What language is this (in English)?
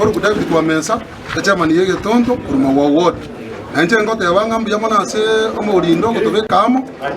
Gusii